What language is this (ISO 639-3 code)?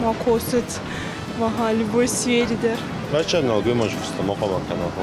oss